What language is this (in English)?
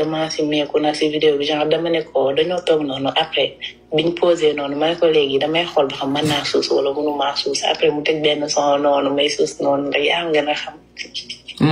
Wolof